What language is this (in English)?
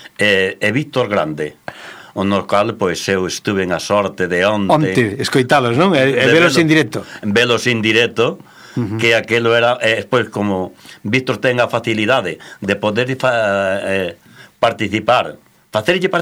Galician